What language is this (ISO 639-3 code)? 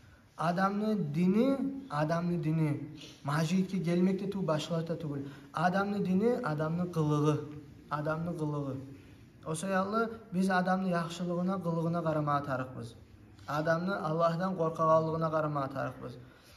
kum